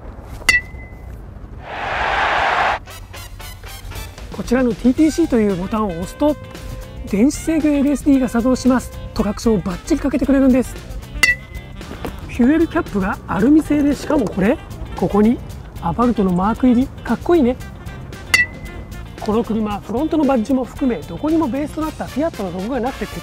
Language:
Japanese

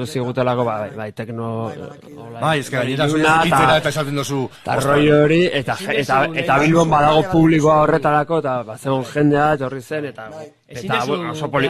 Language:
Basque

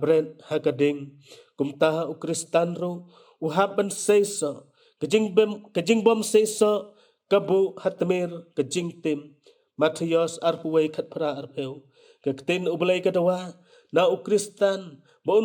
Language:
Khasi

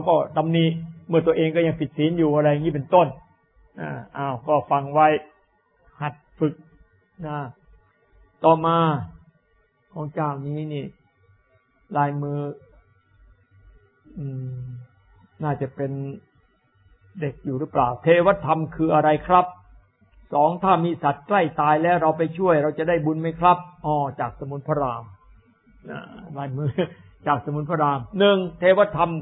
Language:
Thai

